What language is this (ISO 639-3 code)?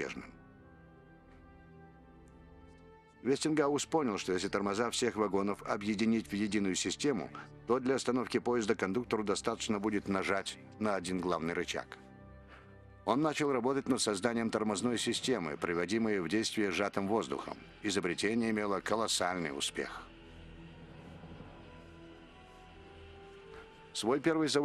rus